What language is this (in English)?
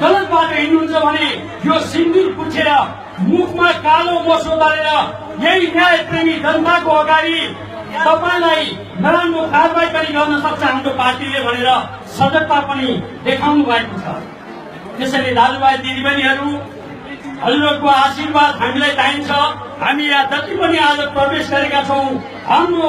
Nepali